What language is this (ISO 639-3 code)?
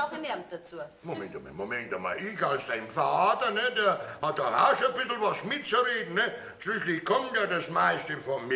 bar